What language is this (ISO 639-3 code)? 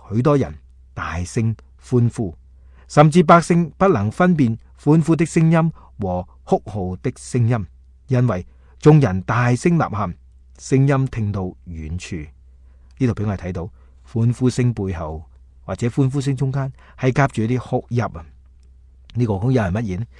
yue